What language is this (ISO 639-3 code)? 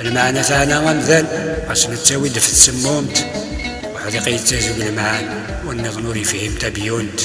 kab